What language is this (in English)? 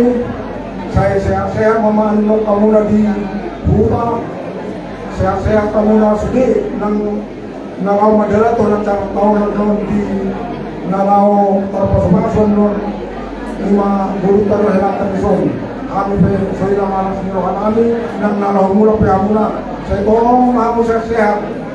Batak Toba